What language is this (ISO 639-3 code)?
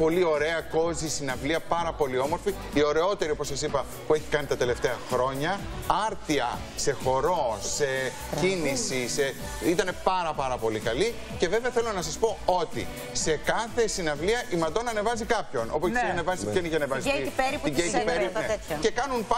ell